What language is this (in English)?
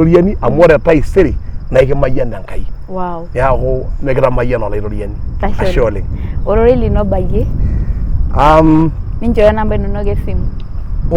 Masai